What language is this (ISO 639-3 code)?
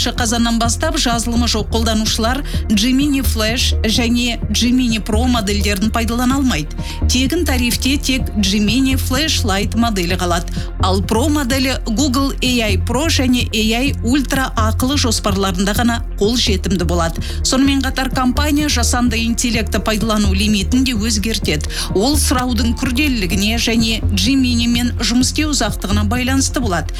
kaz